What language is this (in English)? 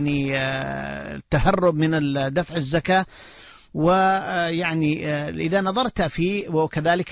Arabic